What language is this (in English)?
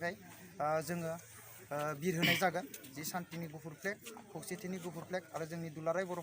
Bodo